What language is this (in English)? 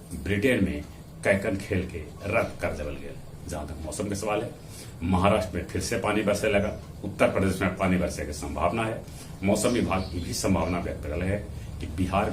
Magahi